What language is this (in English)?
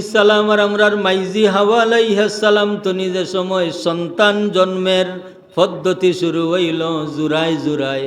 Sylheti